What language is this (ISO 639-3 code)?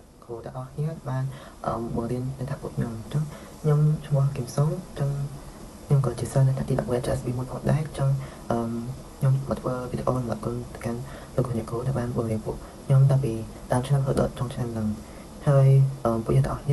khm